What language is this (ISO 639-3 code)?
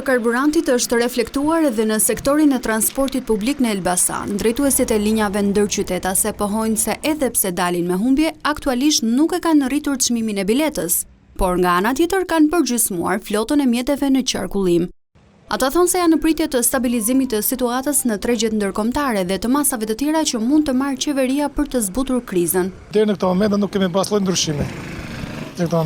sqi